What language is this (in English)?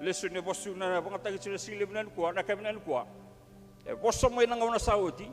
Fijian